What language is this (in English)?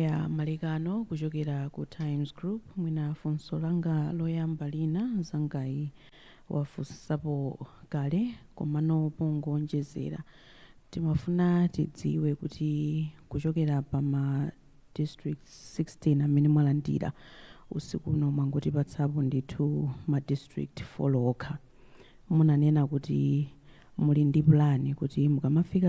Nyanja